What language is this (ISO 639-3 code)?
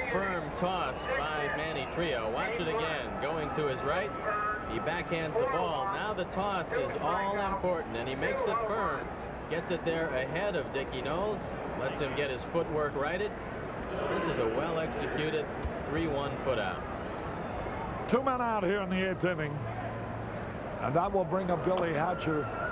eng